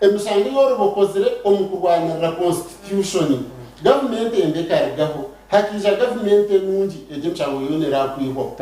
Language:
Nyankole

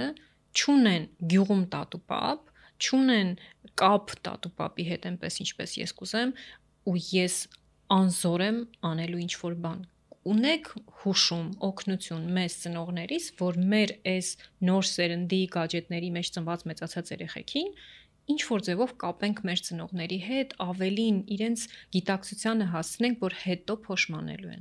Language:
Armenian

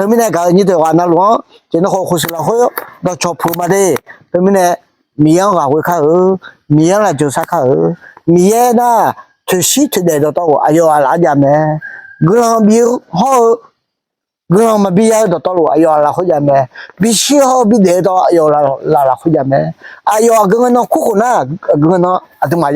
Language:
Akha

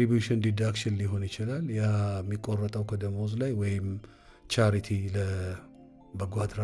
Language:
Amharic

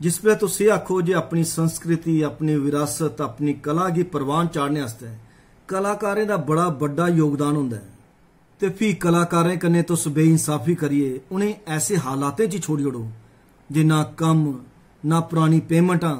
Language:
Dogri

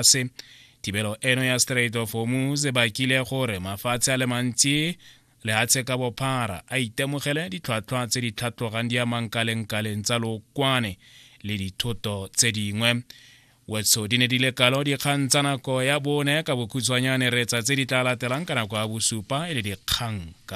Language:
Tswana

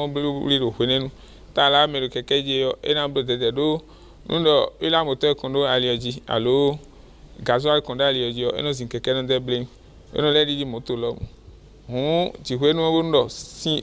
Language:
Fon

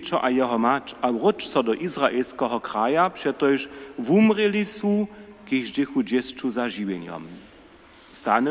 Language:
Upper Sorbian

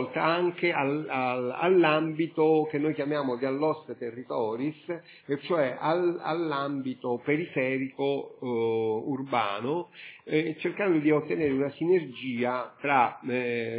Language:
Italian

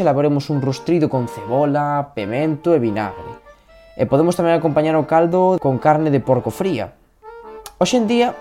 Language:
Galician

